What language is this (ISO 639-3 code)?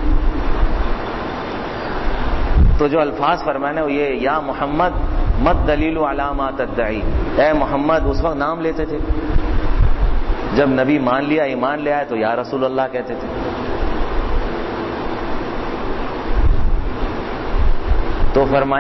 urd